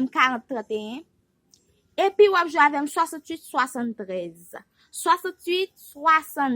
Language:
Haitian Creole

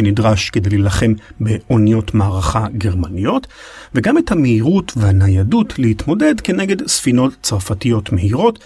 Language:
Hebrew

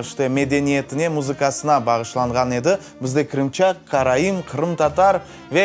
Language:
Crimean Tatar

